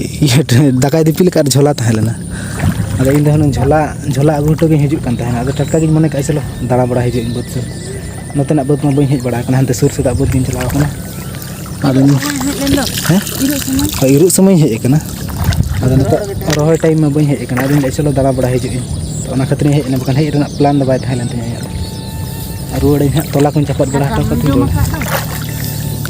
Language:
Santali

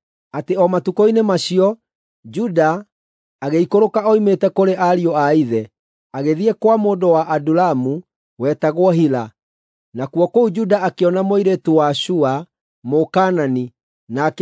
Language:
Kikuyu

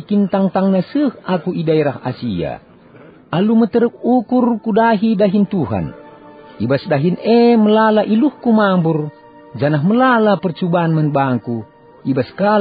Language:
Batak Karo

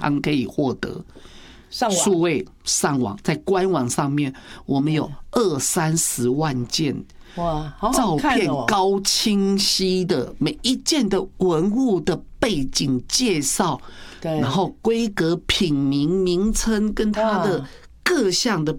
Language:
Chinese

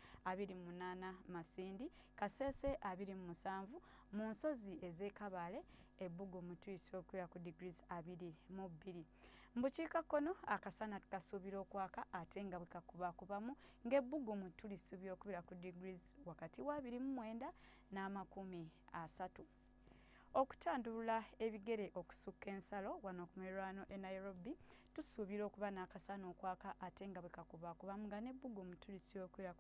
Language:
Ganda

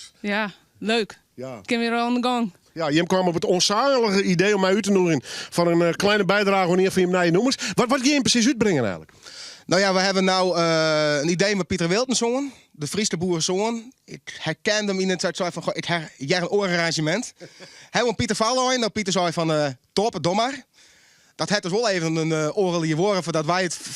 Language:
Western Frisian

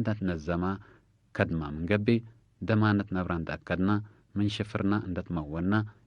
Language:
Tigre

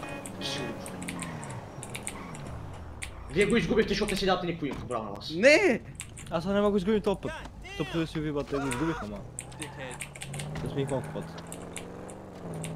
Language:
Bulgarian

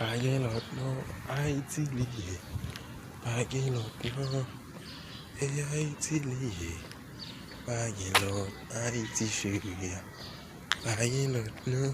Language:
Haitian Creole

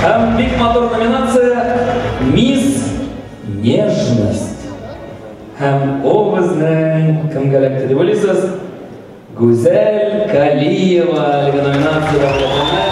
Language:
Tatar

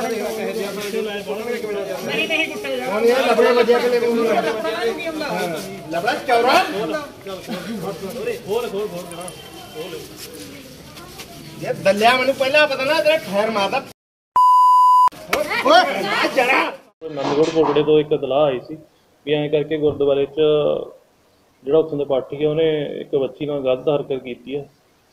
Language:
Punjabi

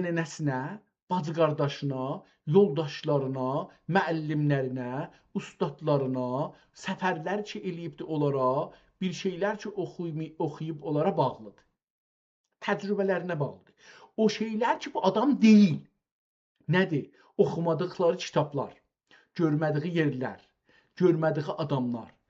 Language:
South Azerbaijani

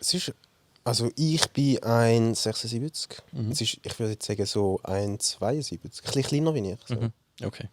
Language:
Swiss German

